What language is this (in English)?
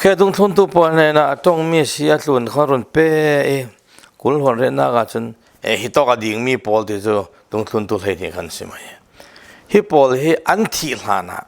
Falam Chin